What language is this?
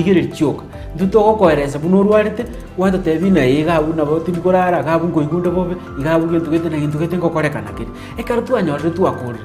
Gusii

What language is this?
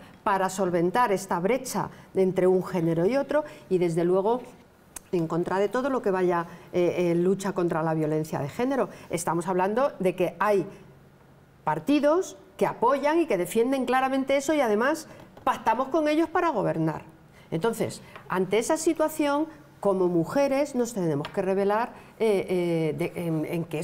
Spanish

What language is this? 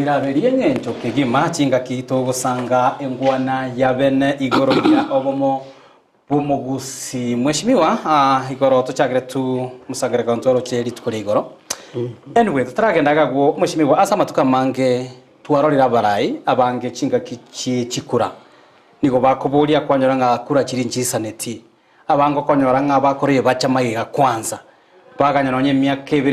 Gusii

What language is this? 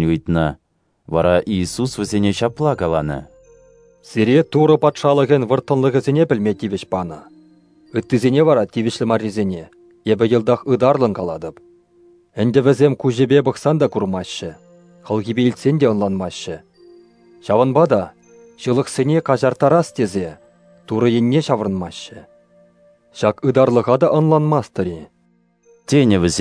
Chuvash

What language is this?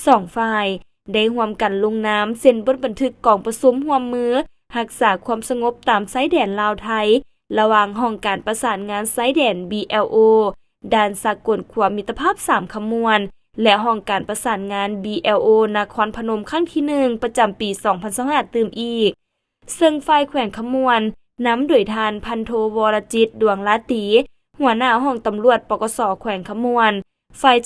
Lao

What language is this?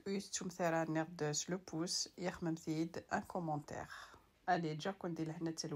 Kabyle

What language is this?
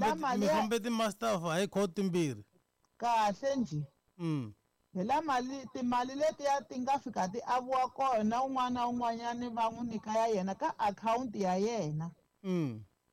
Tsonga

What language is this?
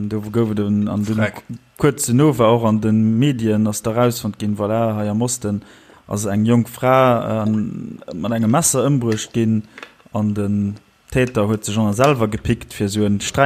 Luxembourgish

